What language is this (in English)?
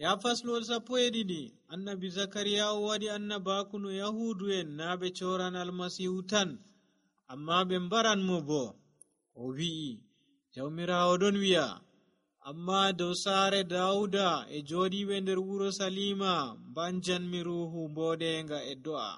Nigerian Fulfulde